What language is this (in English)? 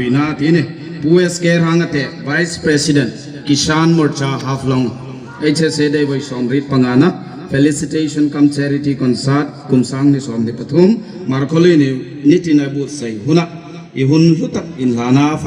Hmar